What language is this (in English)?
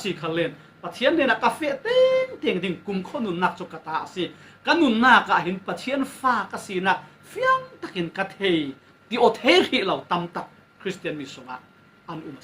Falam Chin